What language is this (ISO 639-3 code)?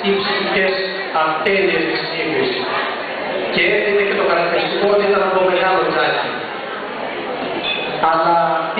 ell